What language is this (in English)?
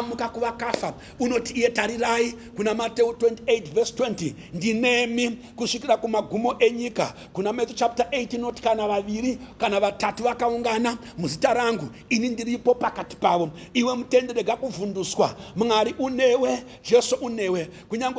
Shona